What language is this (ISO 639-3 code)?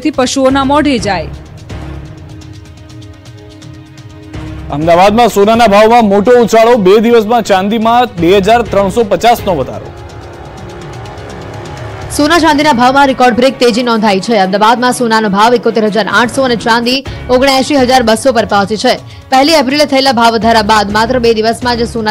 guj